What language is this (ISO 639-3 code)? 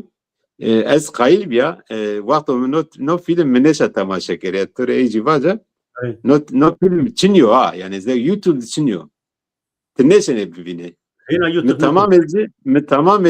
zza